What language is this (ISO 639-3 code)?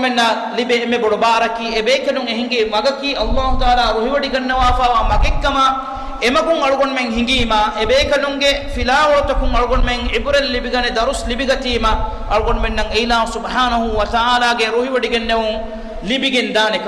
div